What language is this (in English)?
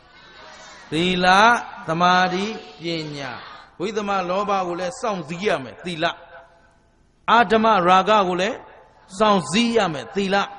Burmese